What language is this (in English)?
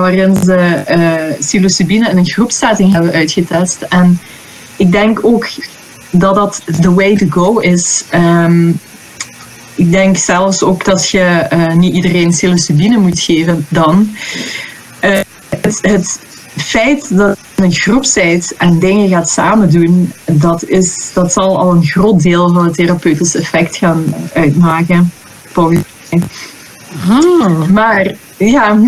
Dutch